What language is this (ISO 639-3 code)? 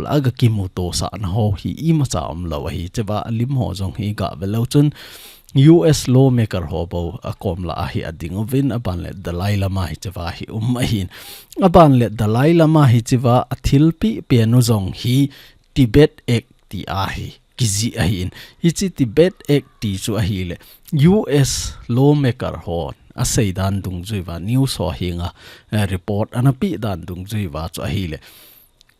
tcz